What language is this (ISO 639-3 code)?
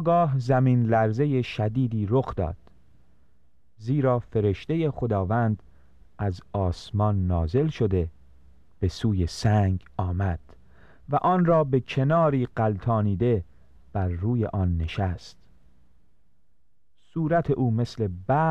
fas